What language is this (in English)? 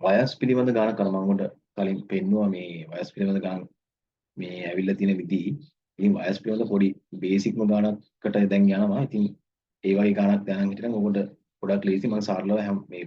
Sinhala